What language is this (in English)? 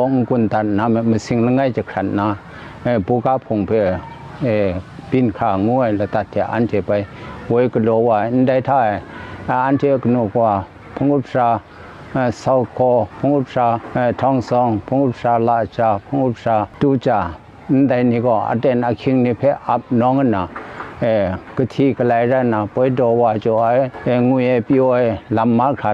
Kachin